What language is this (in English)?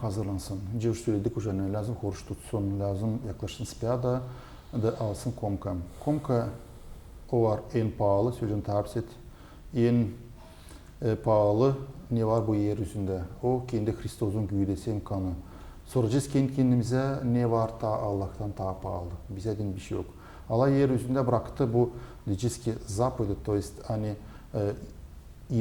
Gagauz